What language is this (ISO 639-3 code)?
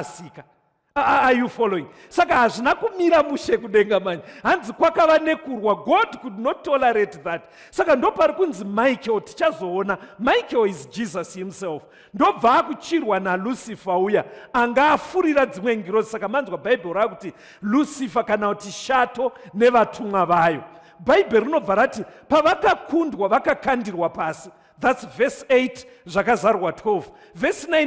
sna